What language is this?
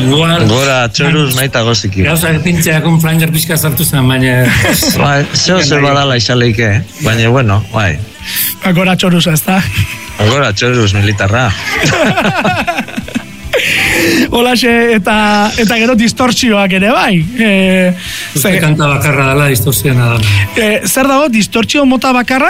Basque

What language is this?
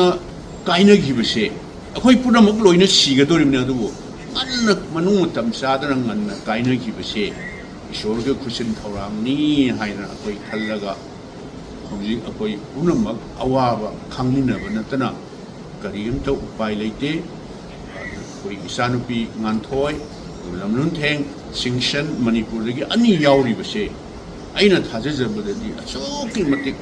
Manipuri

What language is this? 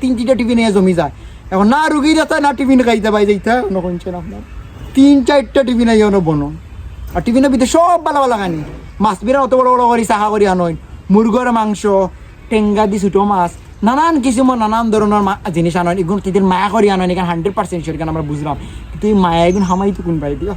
Sylheti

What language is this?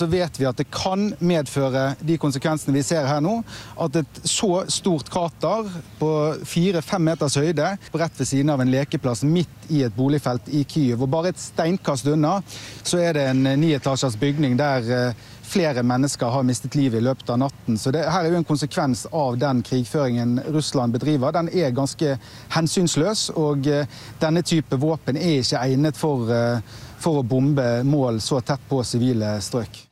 Norwegian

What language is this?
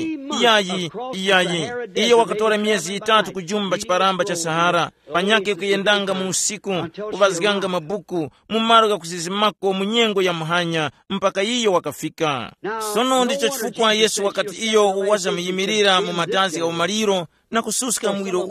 Tumbuka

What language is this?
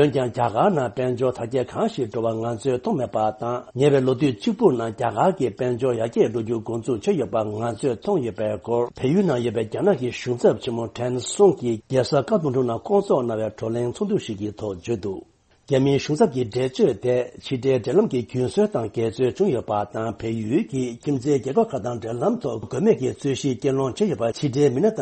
Tibetan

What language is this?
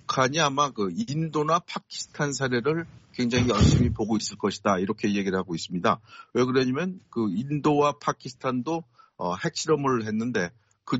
Korean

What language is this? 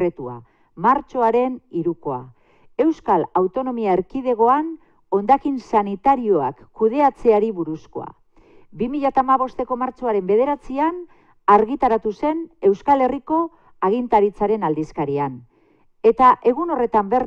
Basque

